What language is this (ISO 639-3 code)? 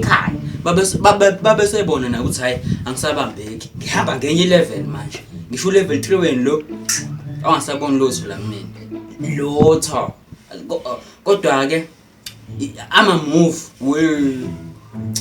zul